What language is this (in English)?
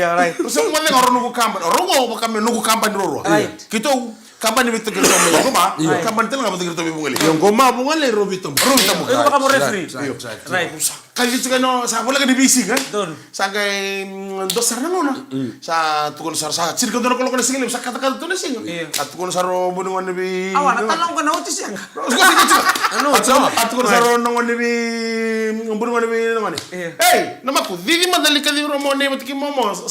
Fijian